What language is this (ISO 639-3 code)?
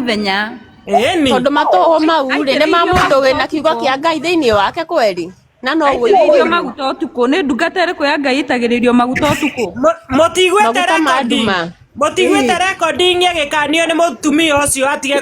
kik